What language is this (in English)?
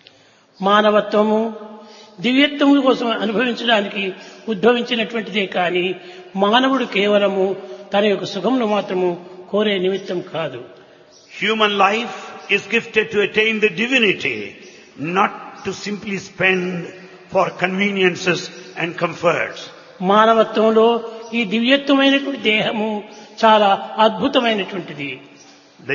Telugu